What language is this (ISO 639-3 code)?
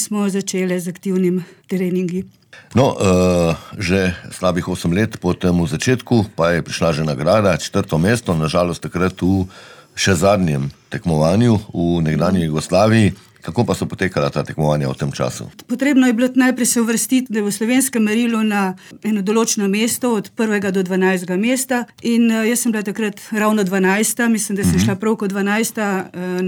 slv